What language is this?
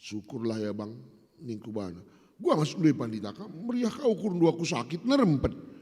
Batak Karo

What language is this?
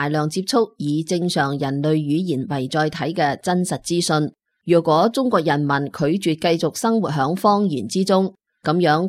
Cantonese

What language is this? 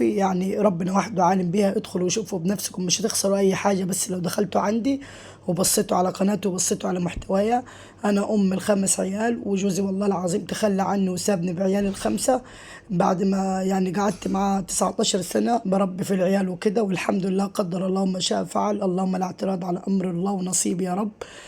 Egyptian Arabic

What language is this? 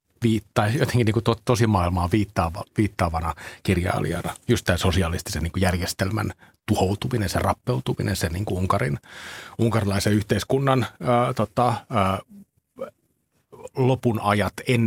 Finnish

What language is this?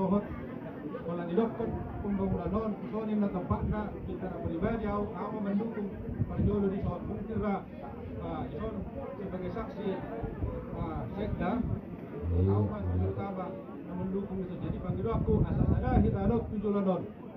Batak Toba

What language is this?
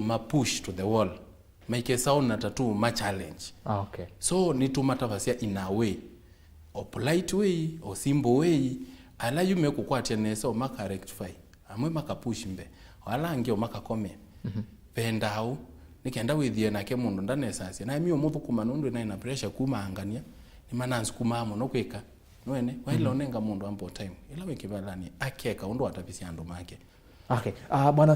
Kamba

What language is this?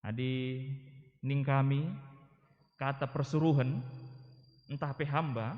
Batak Karo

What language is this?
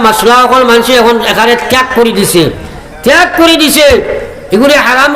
Sylheti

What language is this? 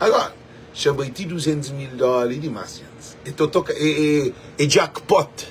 Kabuverdianu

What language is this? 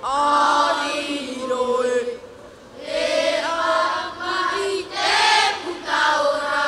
Tahitian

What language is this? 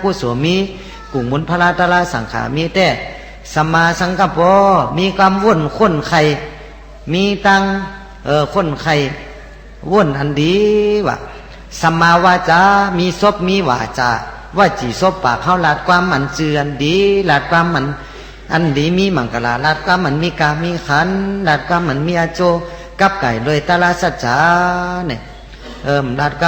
Shan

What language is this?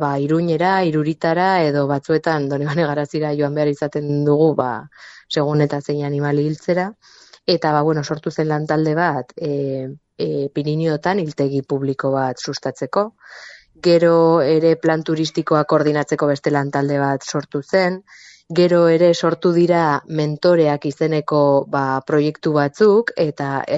Basque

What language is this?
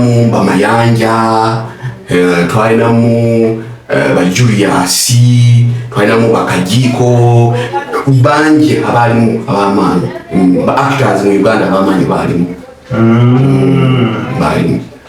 Ganda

